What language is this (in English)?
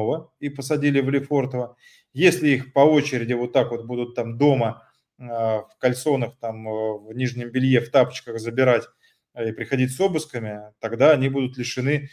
Russian